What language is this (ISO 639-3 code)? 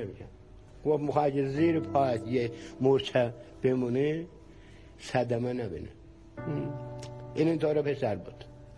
fas